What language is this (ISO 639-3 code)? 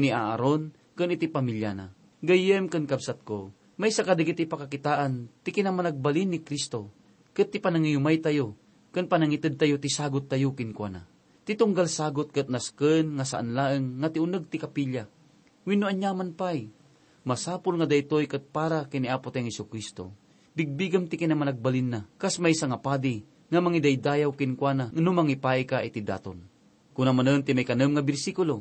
ilo